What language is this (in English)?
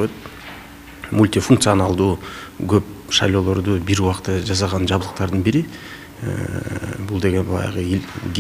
Kyrgyz